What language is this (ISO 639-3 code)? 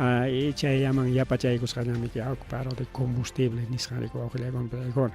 quy